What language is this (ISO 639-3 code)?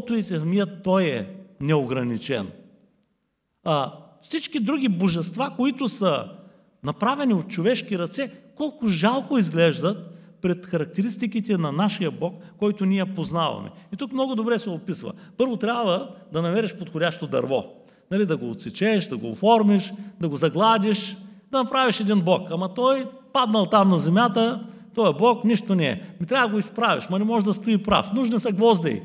bul